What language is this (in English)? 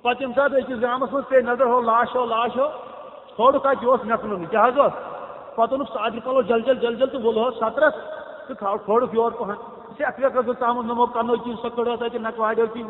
Kashmiri